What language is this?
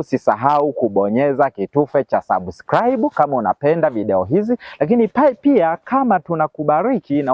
Swahili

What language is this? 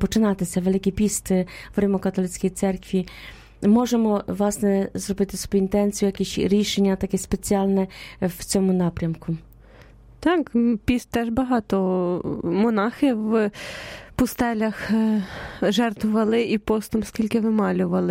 Ukrainian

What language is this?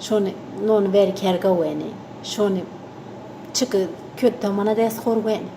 Zaza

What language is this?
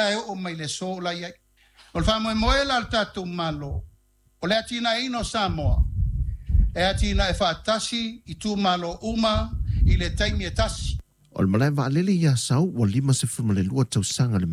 Samoan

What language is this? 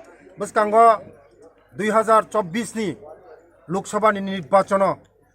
Kok Borok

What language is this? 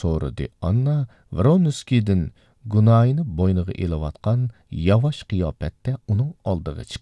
Uyghur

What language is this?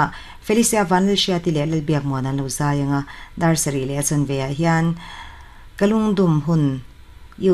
Mizo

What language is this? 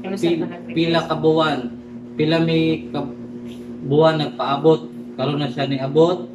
Cebuano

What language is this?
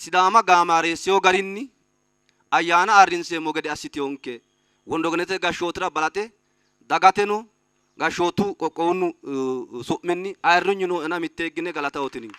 Sidamo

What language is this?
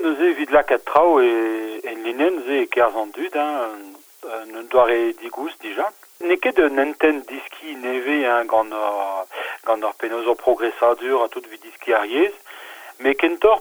Breton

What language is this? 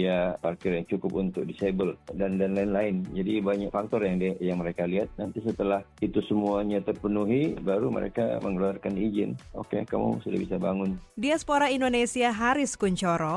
Indonesian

